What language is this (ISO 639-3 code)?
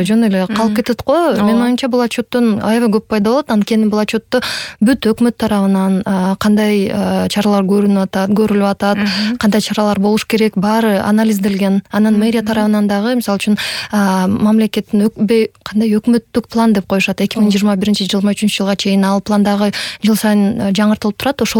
kir